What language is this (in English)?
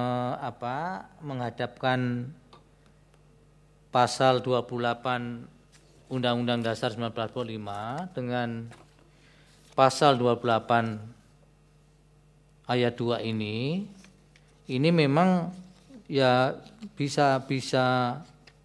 Indonesian